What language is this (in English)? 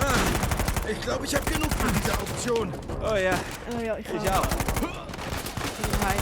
Swiss German